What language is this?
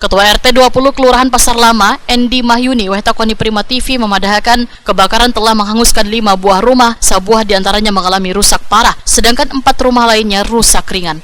Banjar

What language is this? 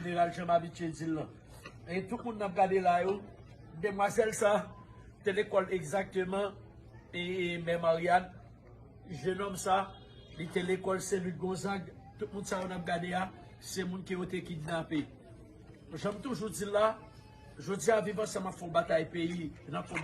Haitian Creole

